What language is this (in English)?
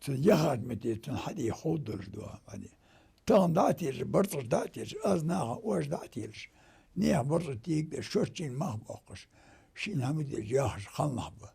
Ingush